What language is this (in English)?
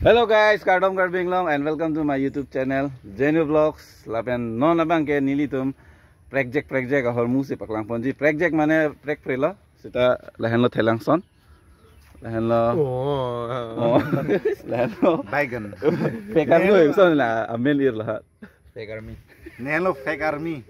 Karbi